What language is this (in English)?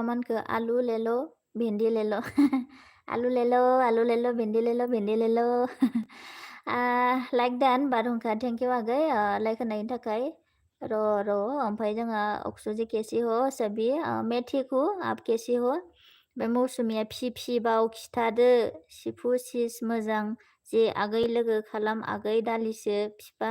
Bodo